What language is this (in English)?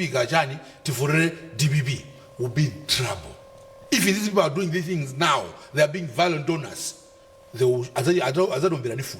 Nyanja